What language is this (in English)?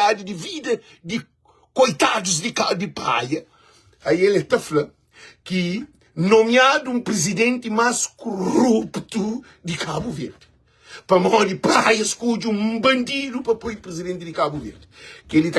Kabuverdianu